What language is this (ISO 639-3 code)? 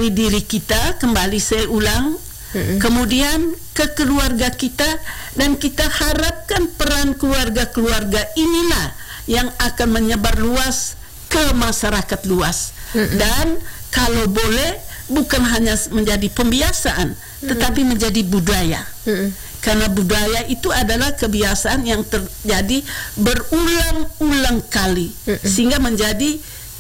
ind